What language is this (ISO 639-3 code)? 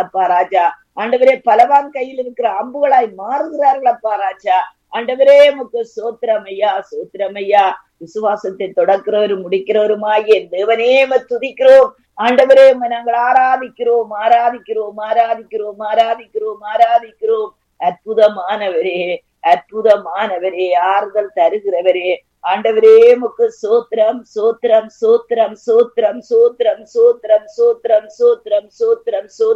tam